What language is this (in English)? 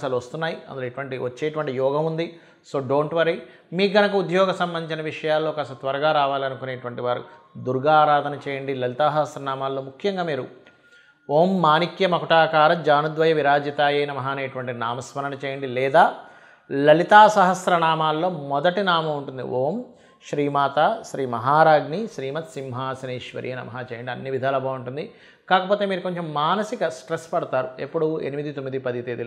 Telugu